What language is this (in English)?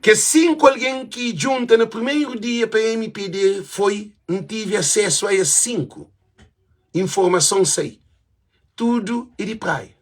Kabuverdianu